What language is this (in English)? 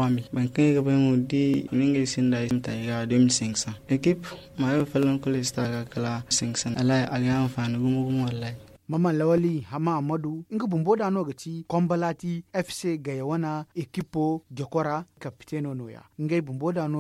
Zarma